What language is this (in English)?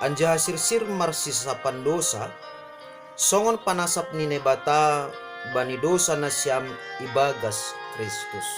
Batak Simalungun